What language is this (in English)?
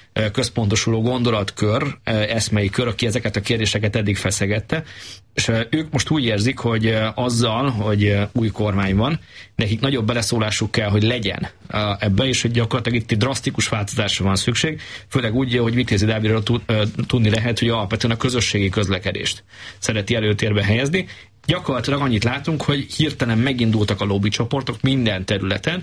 Hungarian